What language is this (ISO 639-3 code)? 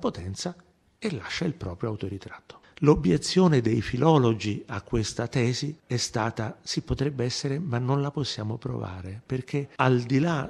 ita